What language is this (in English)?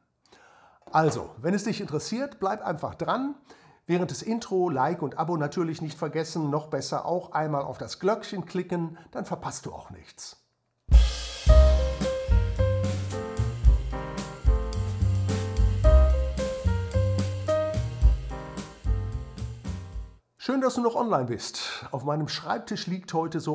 German